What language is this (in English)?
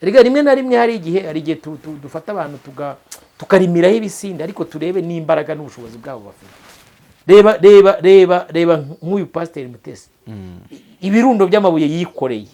Kinyarwanda